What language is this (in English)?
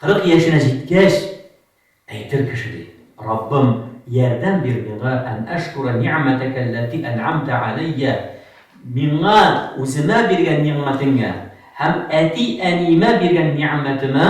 Tatar